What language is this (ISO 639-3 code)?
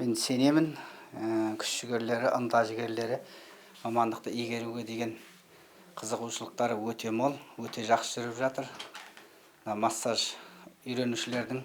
kaz